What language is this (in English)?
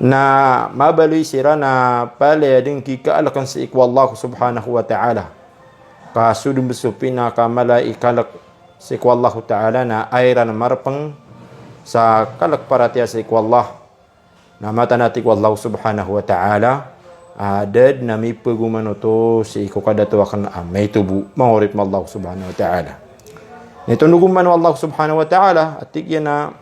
Maranao